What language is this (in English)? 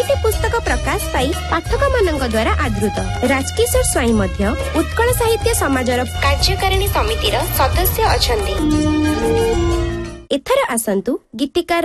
Odia